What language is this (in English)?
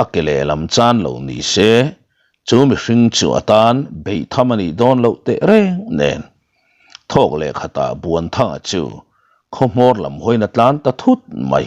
Mizo